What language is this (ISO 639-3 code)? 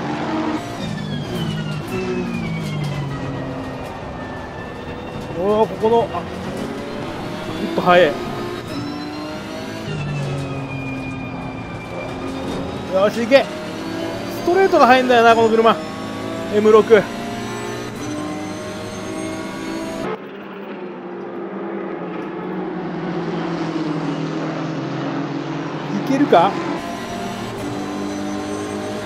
jpn